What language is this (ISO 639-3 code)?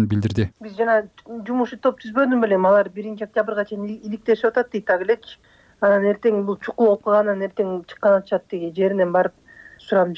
kir